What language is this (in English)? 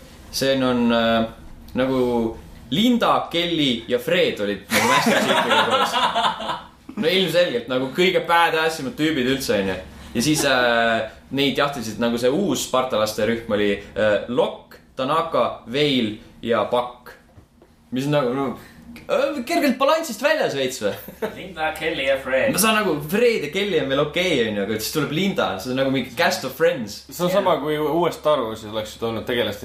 Estonian